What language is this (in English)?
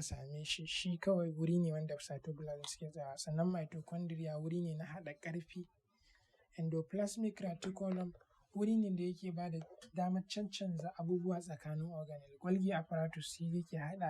Hausa